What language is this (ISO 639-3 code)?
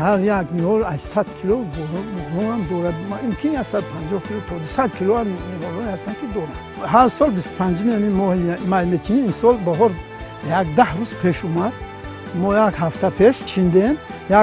tgk